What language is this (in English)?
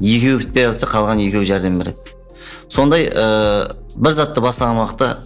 Kara-Kalpak